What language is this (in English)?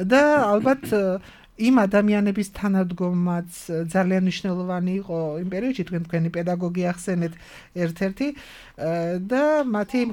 Georgian